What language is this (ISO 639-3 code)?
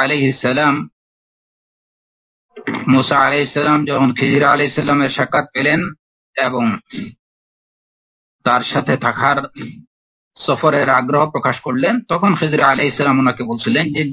ben